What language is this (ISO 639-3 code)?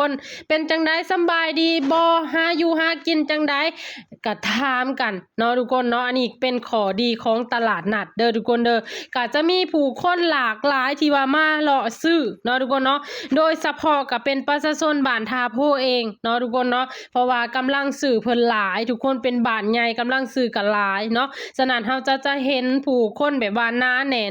lao